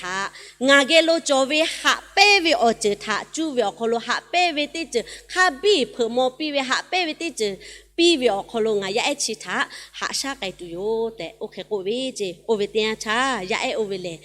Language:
Lahu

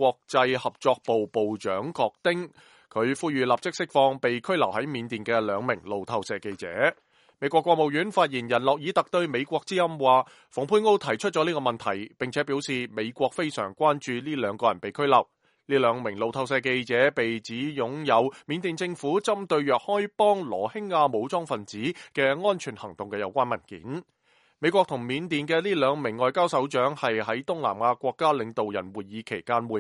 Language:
Cantonese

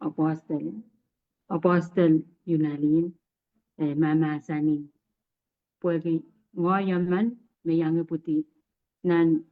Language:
Pohnpeian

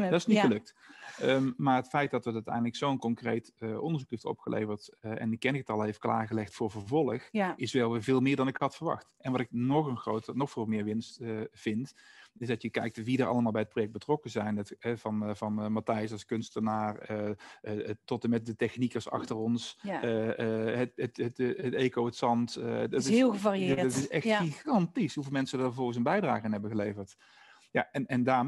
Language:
Dutch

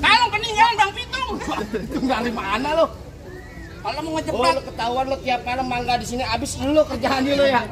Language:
Betawi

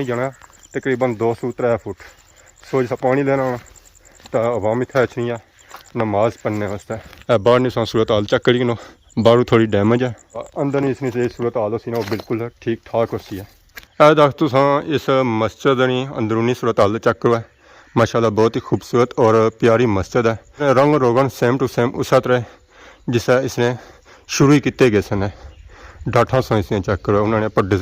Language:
Pahari-Potwari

